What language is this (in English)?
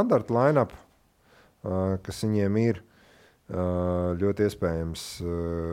Latvian